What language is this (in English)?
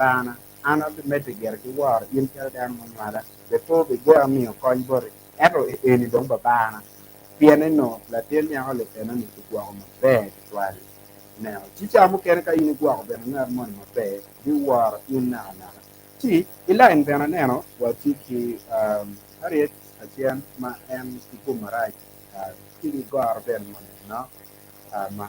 Acoli